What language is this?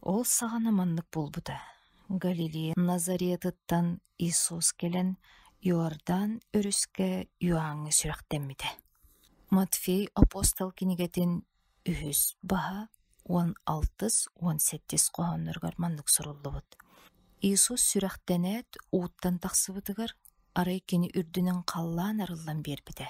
Yakut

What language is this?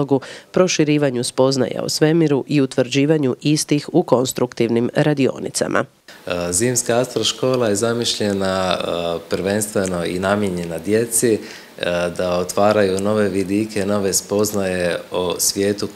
Croatian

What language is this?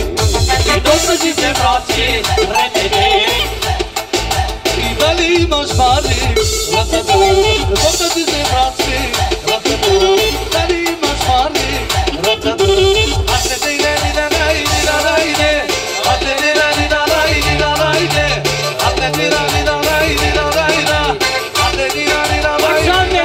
Turkish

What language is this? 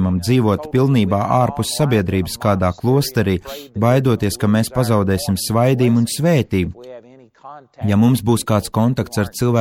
Latvian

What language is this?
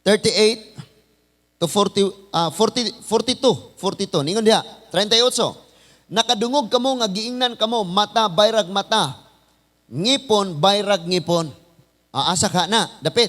Cebuano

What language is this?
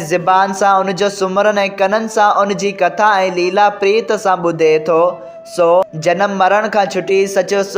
Sindhi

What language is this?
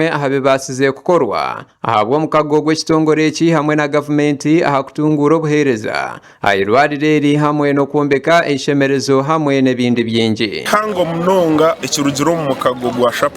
Nyankole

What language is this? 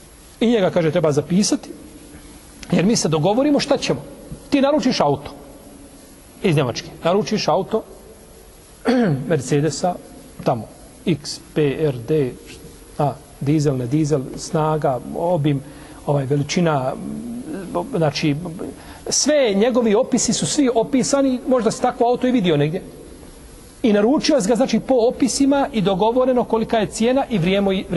Bosnian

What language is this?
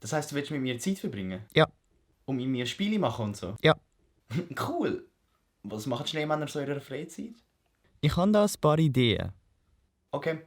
Swiss German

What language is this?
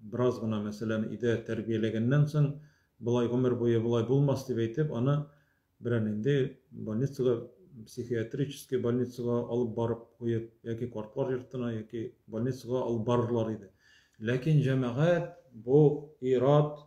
Tatar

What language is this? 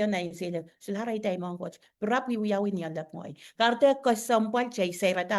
Pohnpeian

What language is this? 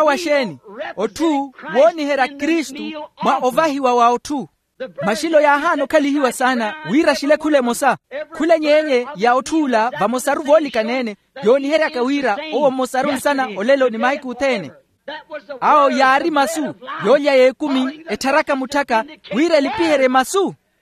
Makhuwa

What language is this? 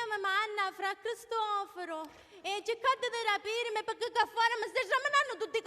Sicilian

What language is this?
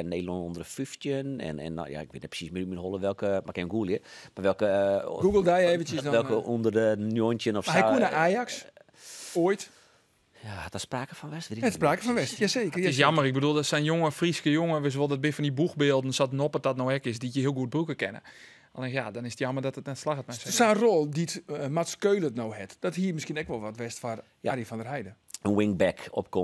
Western Frisian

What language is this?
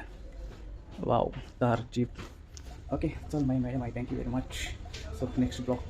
Konkani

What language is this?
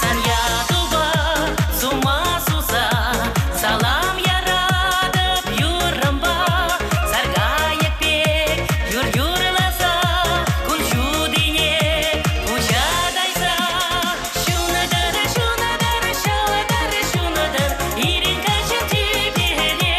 Chuvash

